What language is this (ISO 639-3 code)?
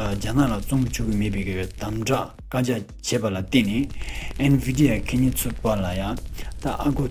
bod